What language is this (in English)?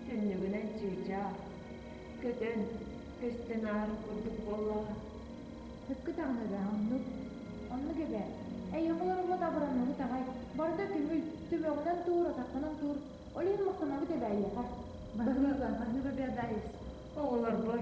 Yakut